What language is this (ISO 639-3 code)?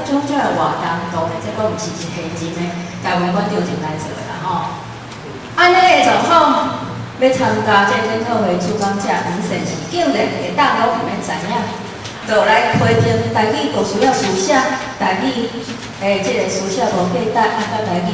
nan